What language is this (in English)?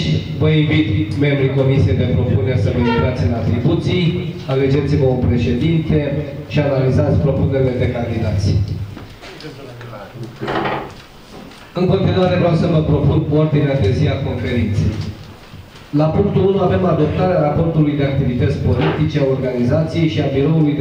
Romanian